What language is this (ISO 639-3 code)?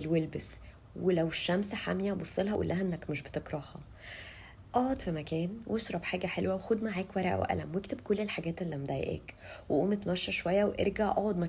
arz